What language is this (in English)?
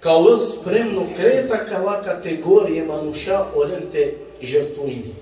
Balkan Romani